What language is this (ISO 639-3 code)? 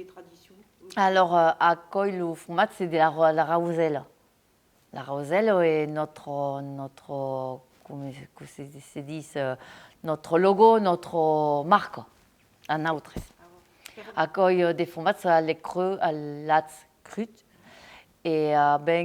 oci